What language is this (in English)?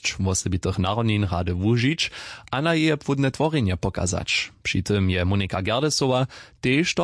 Upper Sorbian